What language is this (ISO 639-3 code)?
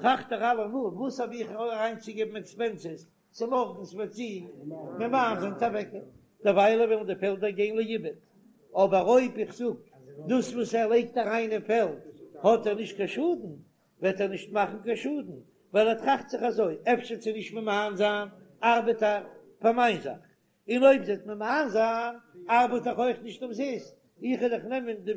yid